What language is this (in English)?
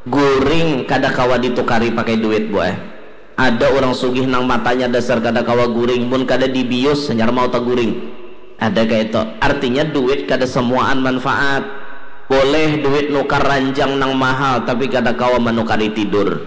Banjar